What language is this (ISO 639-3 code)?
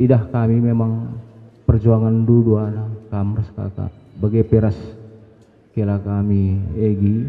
btx